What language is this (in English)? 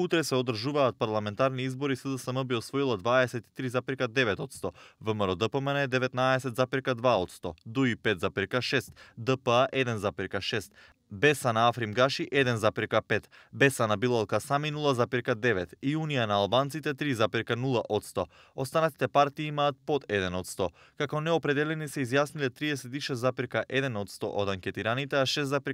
Macedonian